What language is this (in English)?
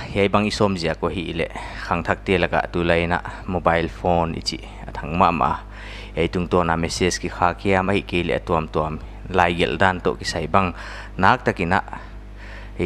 Paite Chin